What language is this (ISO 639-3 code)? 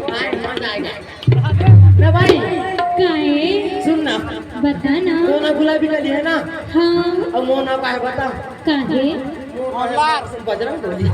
hne